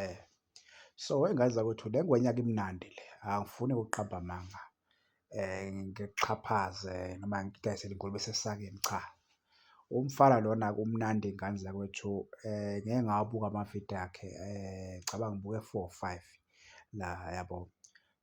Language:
Zulu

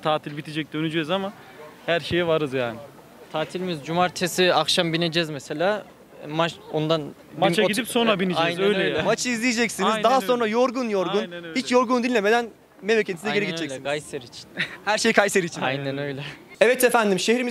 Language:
Turkish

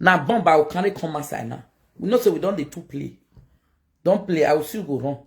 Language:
Nigerian Pidgin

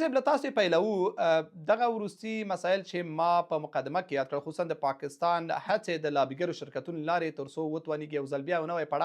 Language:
Pashto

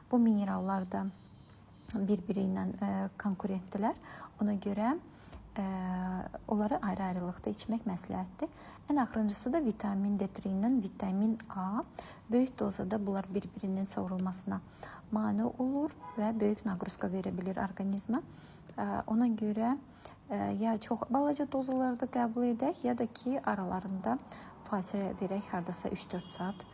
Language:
Azerbaijani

